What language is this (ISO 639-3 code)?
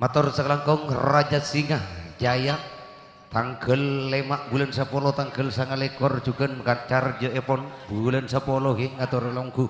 mad